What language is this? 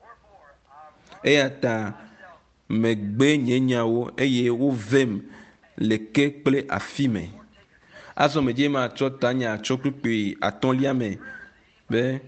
Ewe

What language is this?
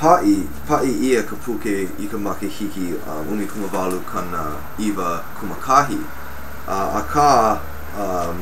Hawaiian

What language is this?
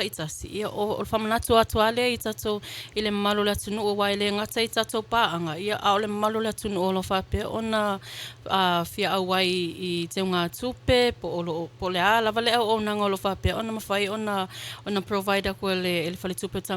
Samoan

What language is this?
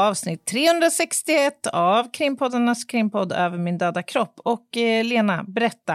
Swedish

